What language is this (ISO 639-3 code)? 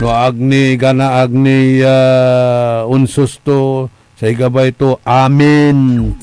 pag